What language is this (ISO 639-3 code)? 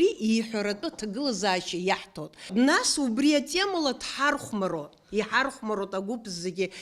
abk